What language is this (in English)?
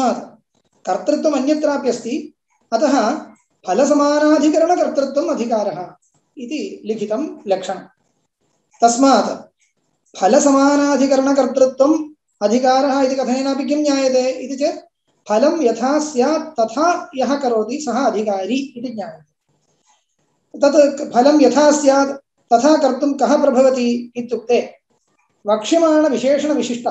Sanskrit